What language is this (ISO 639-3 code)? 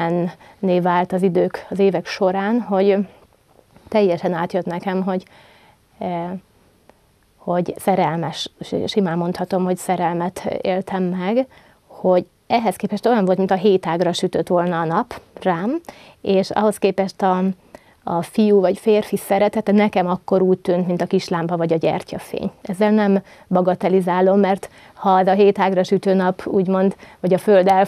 hun